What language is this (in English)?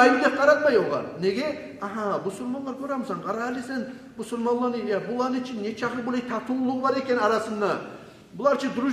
Kumyk